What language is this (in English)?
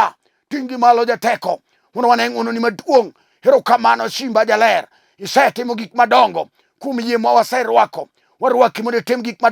Luo (Kenya and Tanzania)